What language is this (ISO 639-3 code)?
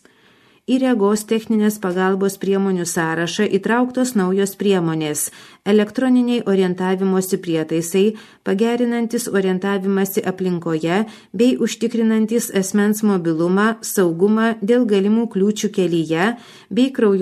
lit